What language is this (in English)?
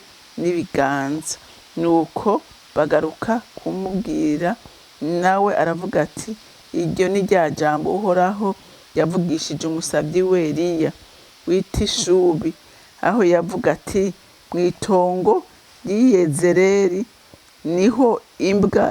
Rundi